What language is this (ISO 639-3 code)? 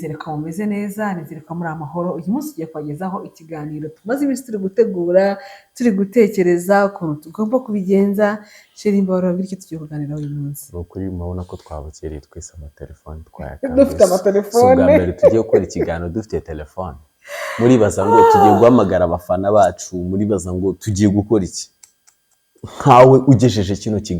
kin